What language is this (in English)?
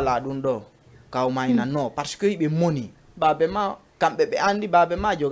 Fula